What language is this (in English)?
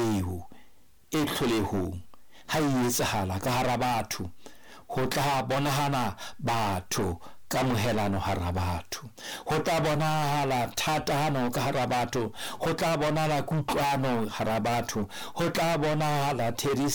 Southern Sotho